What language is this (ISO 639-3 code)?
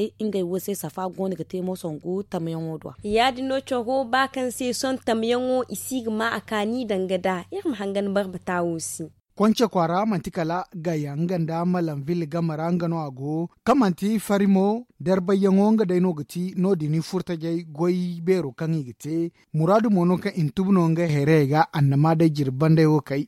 dje